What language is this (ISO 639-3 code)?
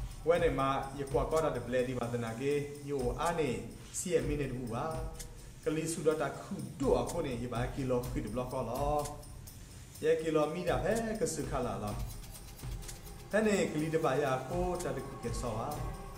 ksw